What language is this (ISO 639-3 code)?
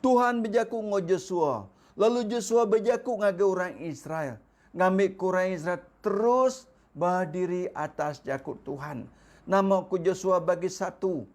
iba